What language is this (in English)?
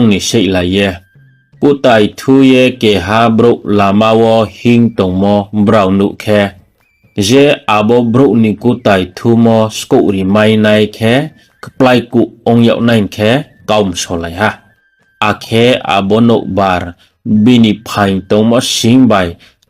Riang (India)